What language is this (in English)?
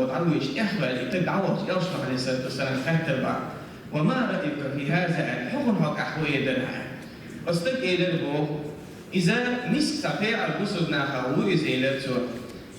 Chechen